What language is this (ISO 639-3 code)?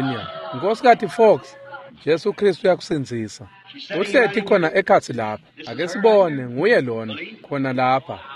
ssw